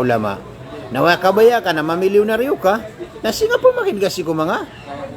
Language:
Maranao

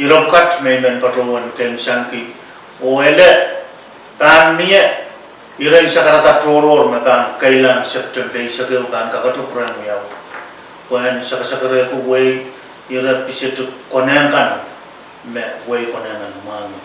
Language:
Pohnpeian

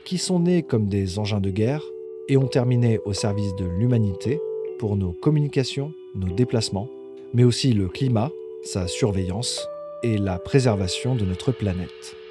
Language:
French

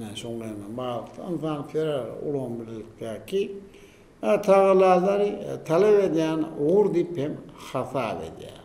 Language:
Turkmen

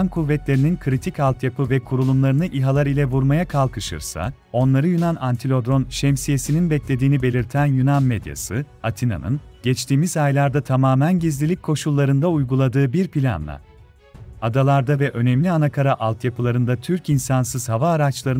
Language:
Turkish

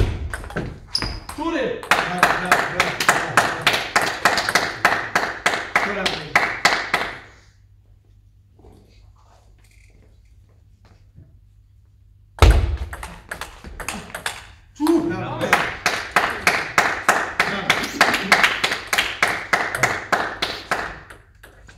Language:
Greek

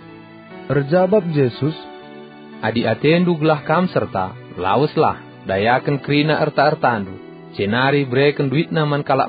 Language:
Batak Karo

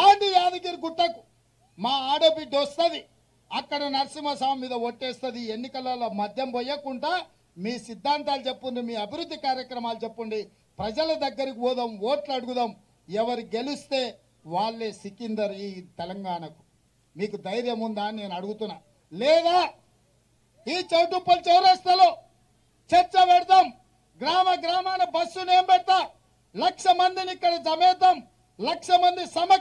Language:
Telugu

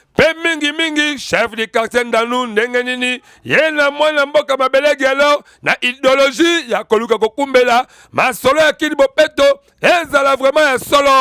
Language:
Lingala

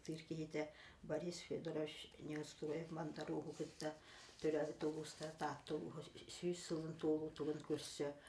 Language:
Yakut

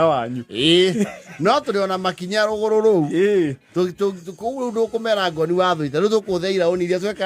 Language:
Kikuyu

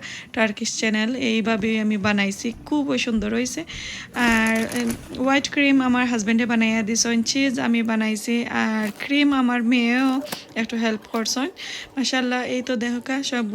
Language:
Sylheti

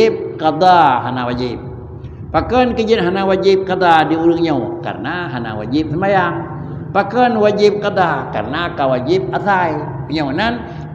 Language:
Achinese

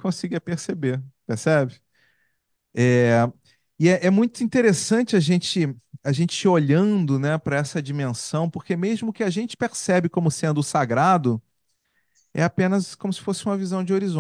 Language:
Portuguese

